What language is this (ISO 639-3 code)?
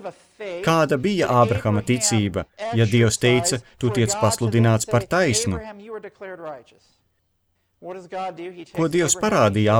lav